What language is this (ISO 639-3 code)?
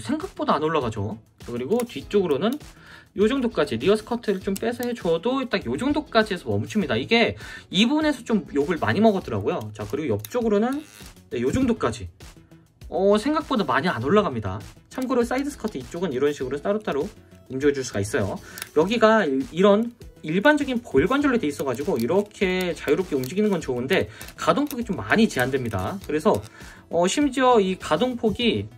kor